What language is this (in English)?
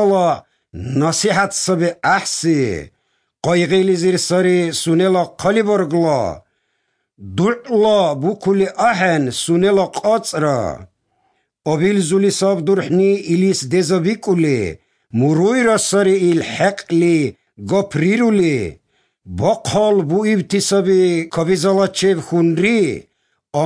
Slovenian